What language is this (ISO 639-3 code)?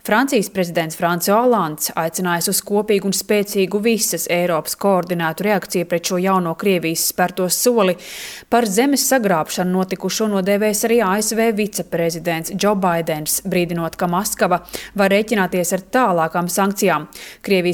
lav